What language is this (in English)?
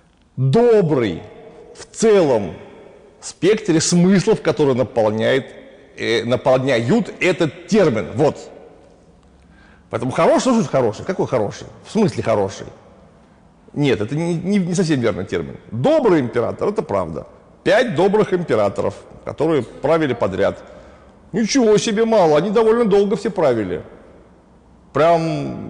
Russian